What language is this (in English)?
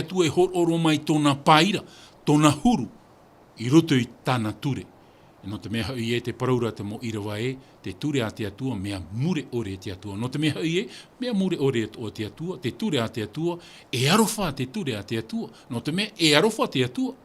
Tahitian